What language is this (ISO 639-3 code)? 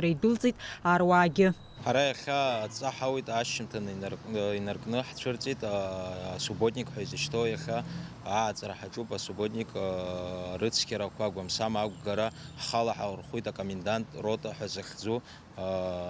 abk